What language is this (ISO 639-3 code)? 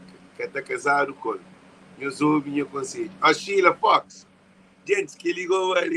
kea